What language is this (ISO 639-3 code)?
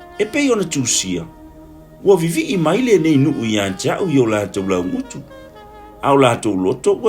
smo